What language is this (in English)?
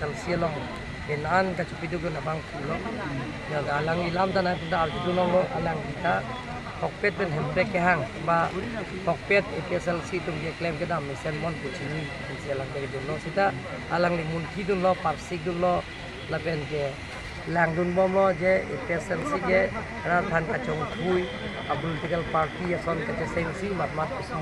Karbi